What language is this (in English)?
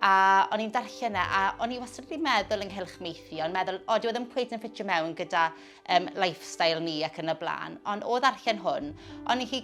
Welsh